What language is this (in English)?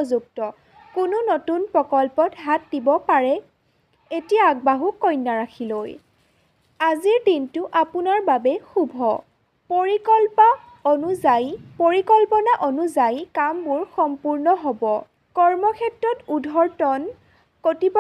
Assamese